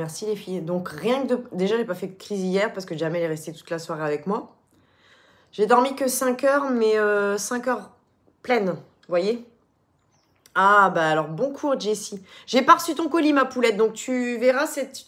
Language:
French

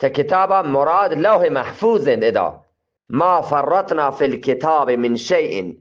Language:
Eastern Balochi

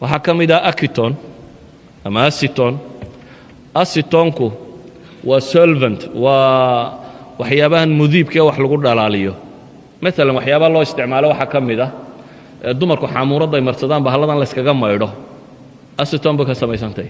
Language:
Somali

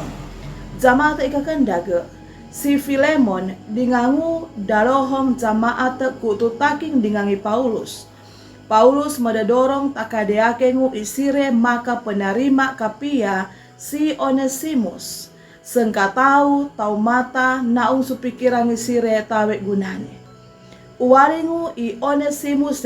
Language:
Sangir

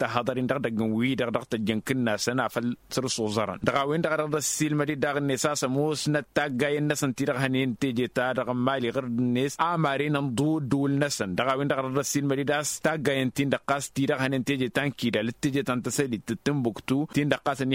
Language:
Tamasheq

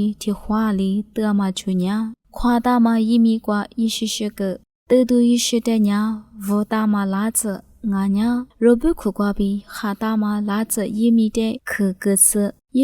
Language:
Lisu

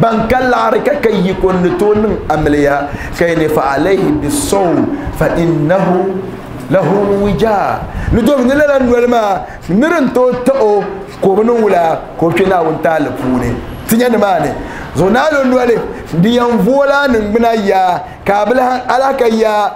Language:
Dagbani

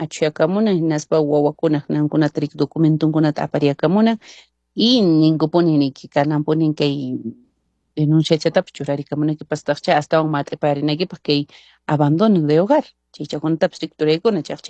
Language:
Quechua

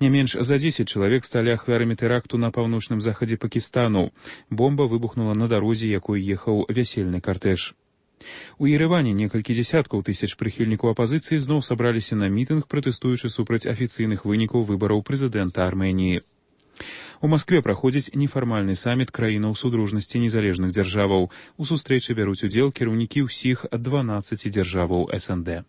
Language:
Belarusian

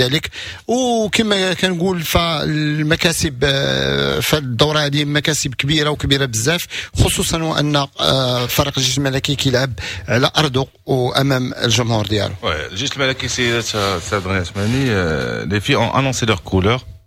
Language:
Moroccan Arabic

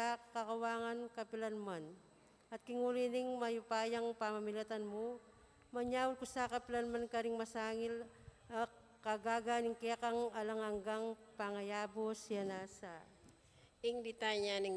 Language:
Pampanga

